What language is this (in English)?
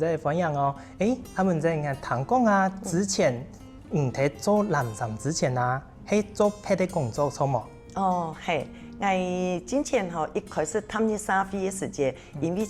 Hakka Chinese